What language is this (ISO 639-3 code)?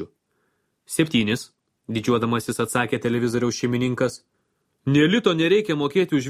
lit